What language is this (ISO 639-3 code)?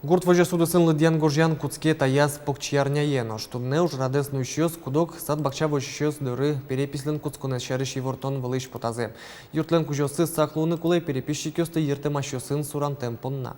udm